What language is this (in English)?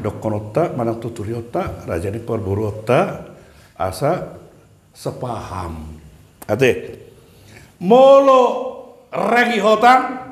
Batak Toba